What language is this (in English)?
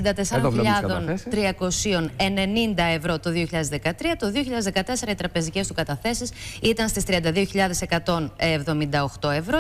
Greek